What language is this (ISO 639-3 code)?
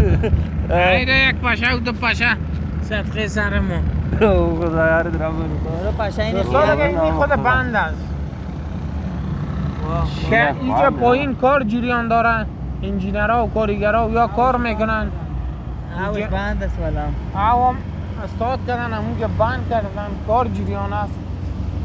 fas